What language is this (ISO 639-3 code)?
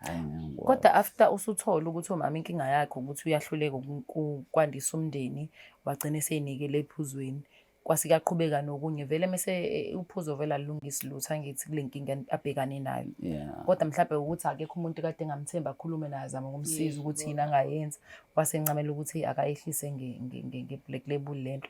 zul